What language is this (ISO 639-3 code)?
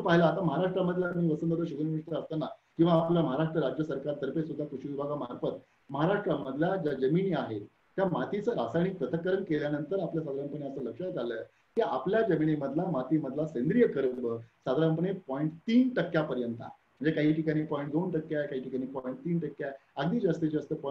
mar